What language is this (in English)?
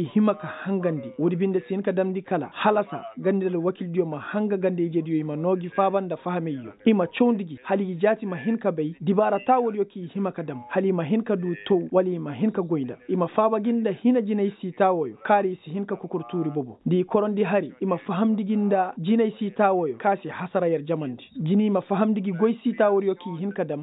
Koyraboro Senni